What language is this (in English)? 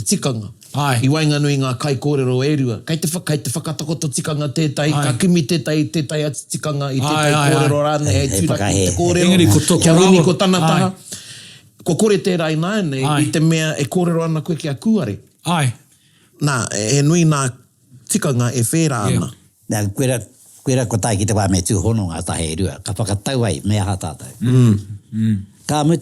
Māori